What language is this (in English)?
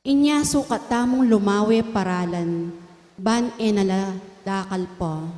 Pampanga